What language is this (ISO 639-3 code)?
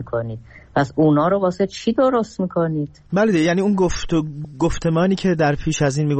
fas